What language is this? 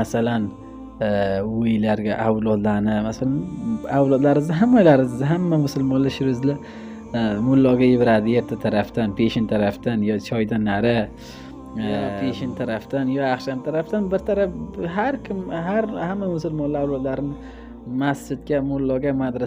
Uzbek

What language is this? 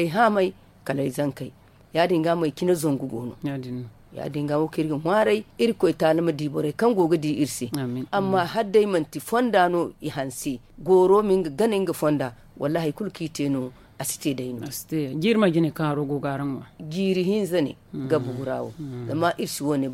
Zarma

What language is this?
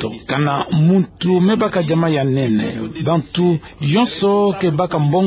Kituba (Democratic Republic of Congo)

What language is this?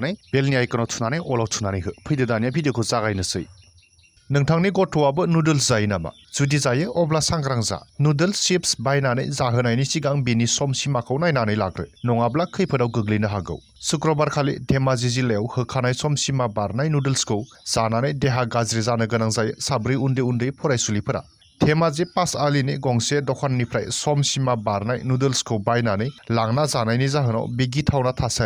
Bodo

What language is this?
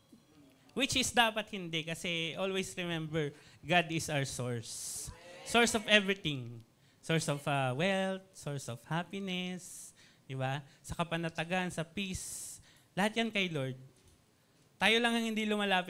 Filipino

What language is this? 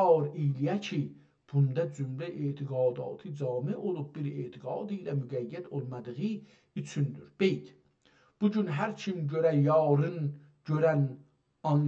South Azerbaijani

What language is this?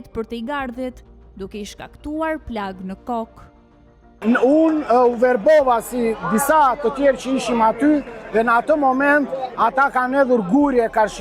Albanian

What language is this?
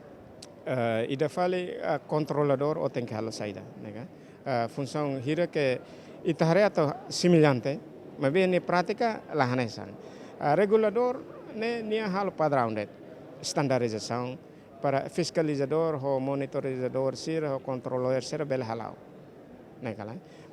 Tetum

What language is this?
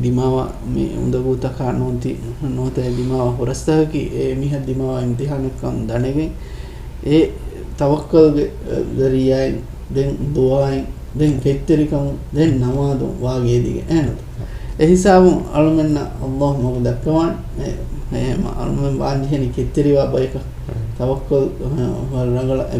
Divehi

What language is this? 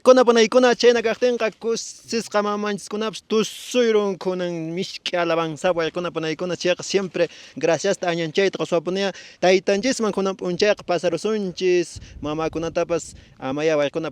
Quechua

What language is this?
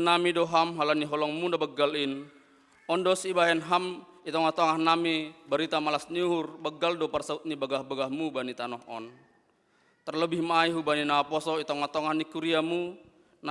Batak Simalungun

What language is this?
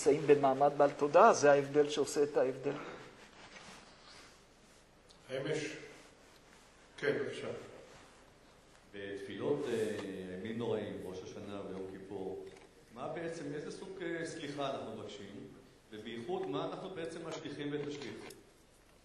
Hebrew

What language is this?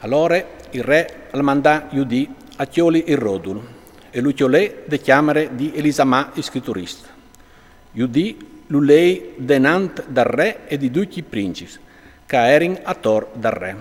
Friulian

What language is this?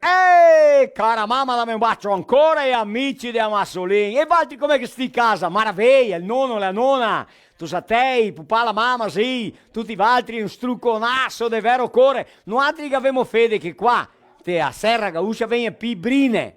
Venetian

